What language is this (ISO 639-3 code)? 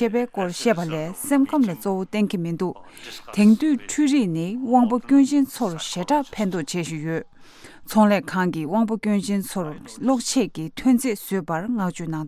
bod